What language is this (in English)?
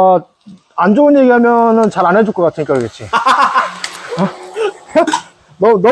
Korean